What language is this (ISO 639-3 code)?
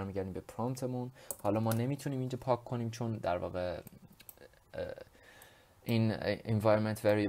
fas